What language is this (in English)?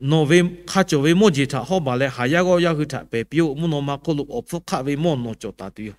Lahu